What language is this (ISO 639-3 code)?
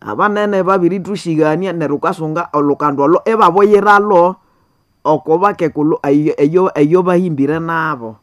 nnb